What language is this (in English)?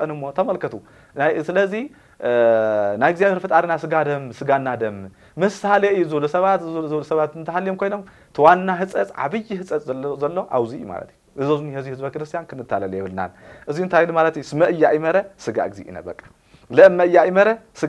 Tigrinya